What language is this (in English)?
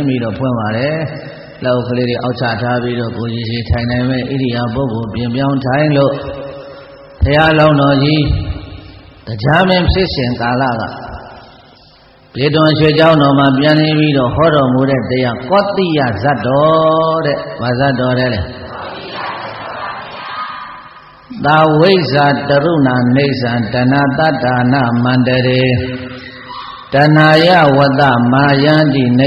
Burmese